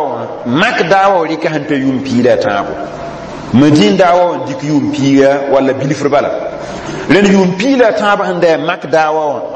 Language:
Mossi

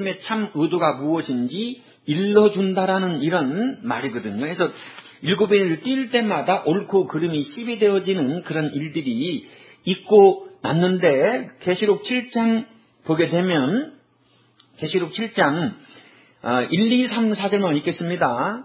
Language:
Korean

